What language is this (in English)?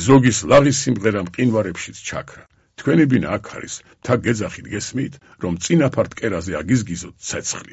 Georgian